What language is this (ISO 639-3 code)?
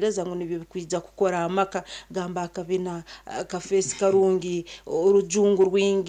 nyn